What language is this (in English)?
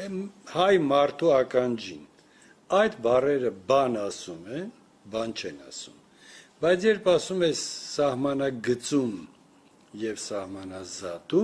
Armenian